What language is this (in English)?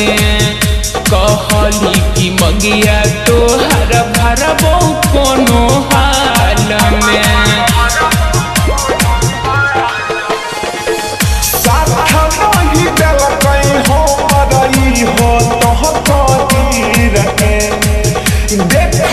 Bhojpuri